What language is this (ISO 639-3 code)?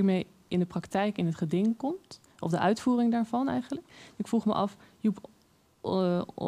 nld